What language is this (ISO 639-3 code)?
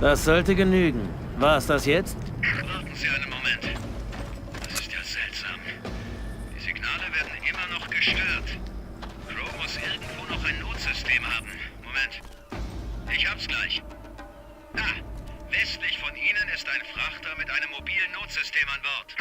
bar